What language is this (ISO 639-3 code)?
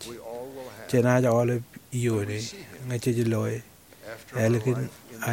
mah